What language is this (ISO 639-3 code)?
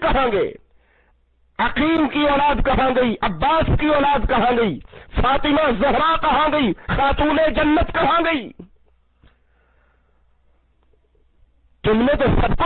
urd